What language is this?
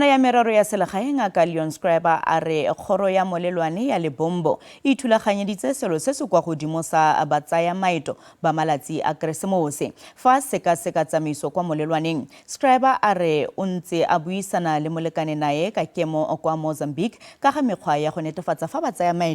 Tswana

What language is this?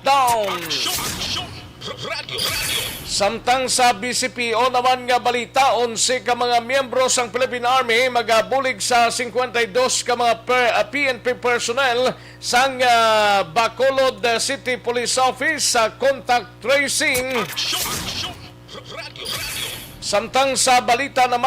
Hiligaynon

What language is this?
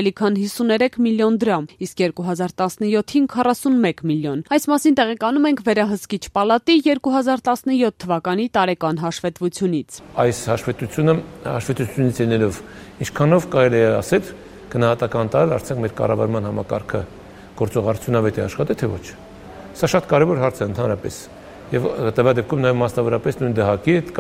Armenian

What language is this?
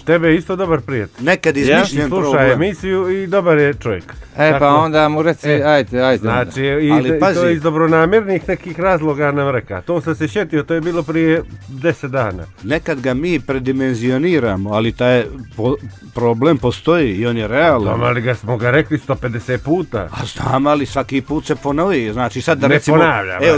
Croatian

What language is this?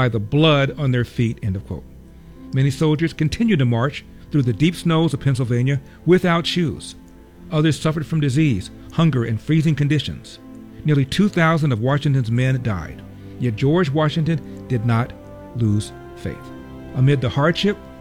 English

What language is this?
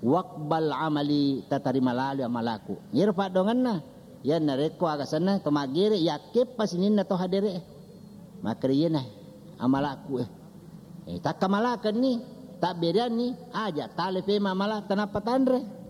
Buginese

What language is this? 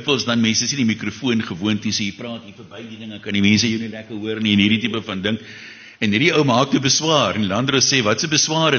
Afrikaans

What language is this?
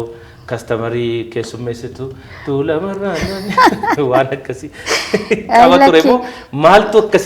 Oromo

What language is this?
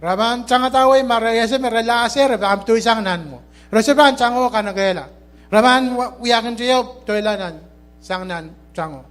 Pohnpeian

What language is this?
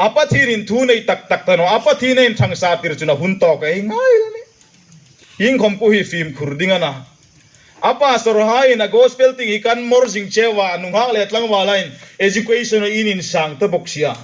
Hmar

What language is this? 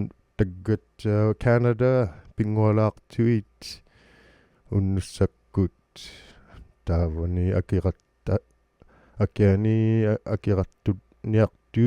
Inuktitut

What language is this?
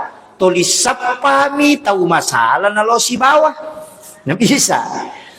Buginese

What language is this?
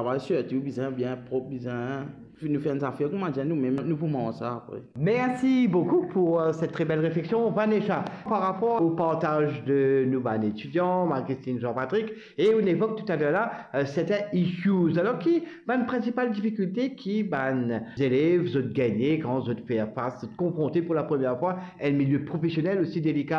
Morisyen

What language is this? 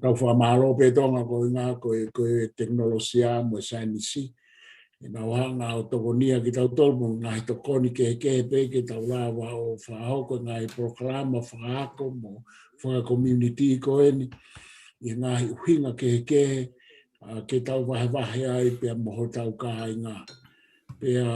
Tongan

